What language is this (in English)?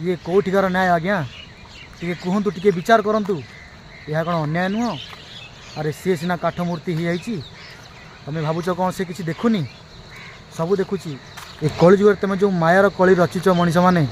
Odia